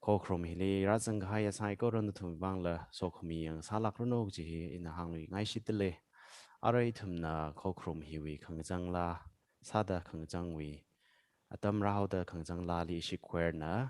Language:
Tangkhul Naga (India)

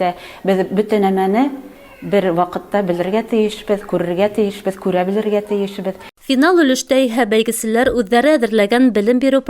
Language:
Bashkir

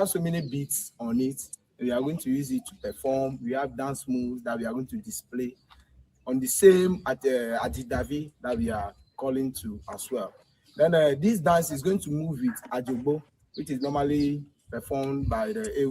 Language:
Ewe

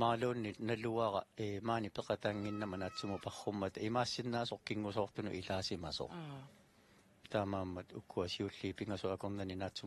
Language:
Kalaallisut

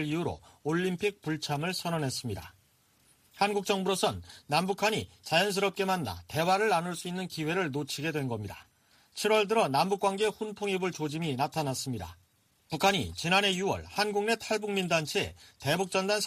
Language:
Korean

